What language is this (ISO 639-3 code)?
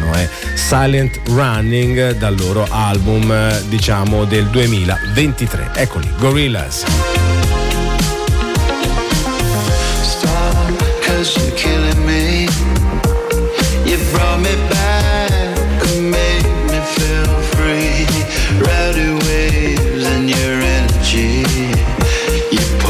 ita